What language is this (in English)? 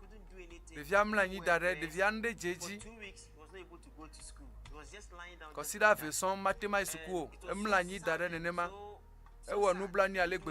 Ewe